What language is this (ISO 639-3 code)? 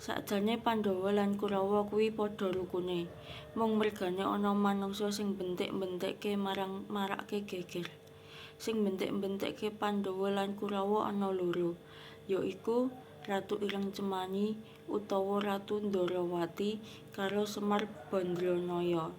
jav